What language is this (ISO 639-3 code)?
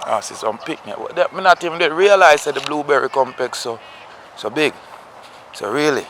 jam